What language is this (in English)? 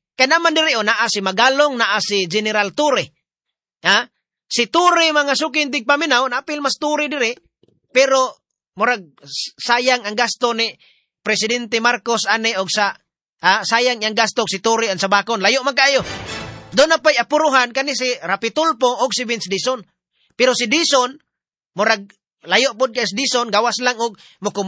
Cebuano